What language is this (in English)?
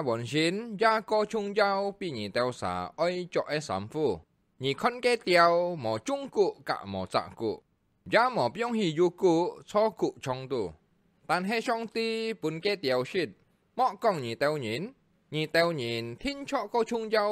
Hakka Chinese